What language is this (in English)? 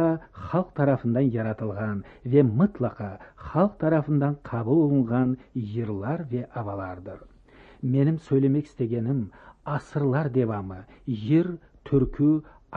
Crimean Tatar